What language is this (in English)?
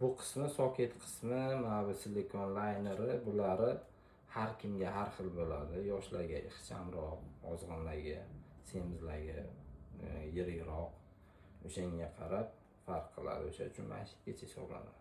Uzbek